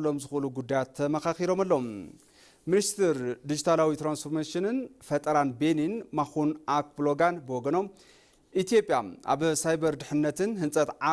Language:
Tigrinya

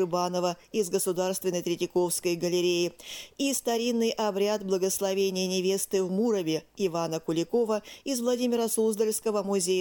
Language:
Russian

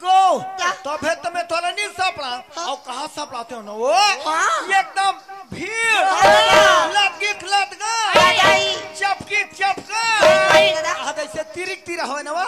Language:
Chhattisgarhi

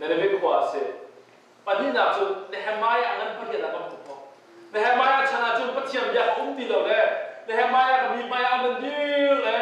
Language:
Hakha Chin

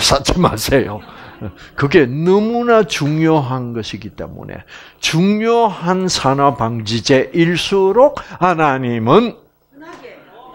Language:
Korean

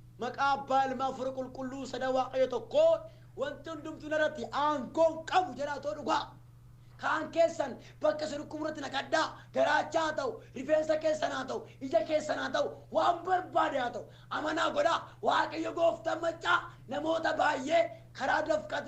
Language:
Oromo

